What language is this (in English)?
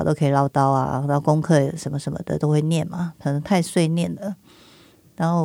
Chinese